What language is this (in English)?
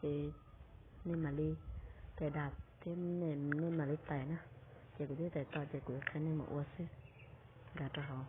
Hmong